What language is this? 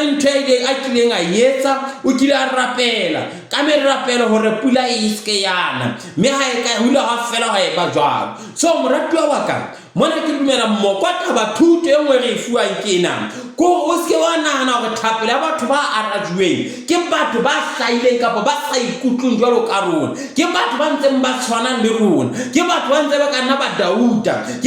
Southern Sotho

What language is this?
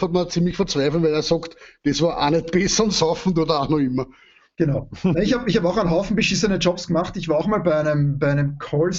Bavarian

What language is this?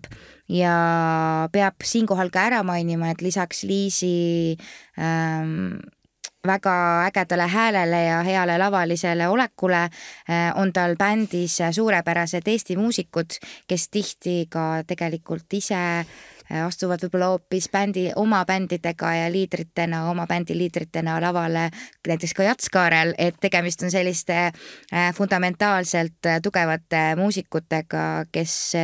Estonian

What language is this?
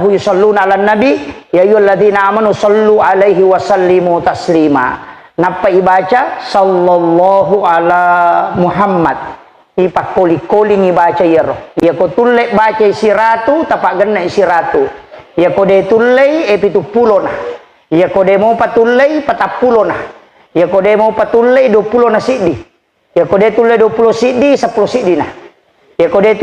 Buginese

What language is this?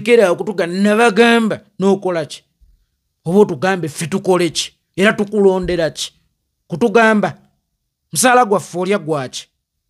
Ganda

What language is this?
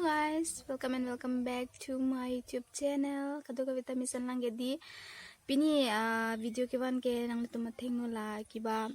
Karbi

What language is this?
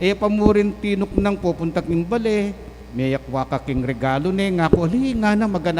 Pampanga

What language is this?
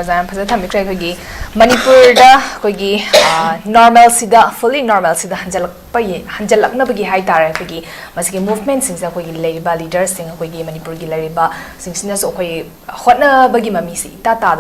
Manipuri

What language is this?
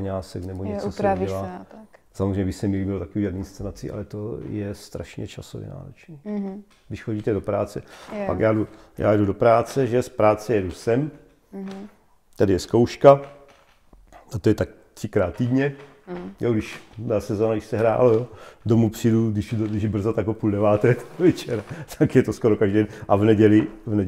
Czech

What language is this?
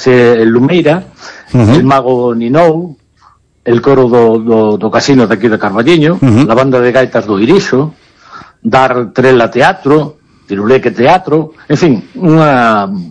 Galician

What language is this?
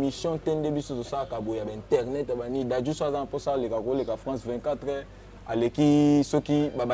Lingala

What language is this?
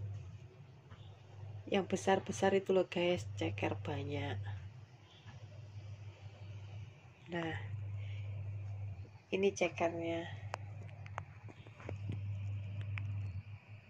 Indonesian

